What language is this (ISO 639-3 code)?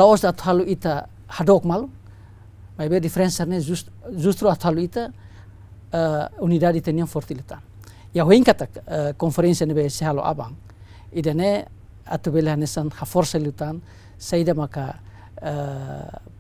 tet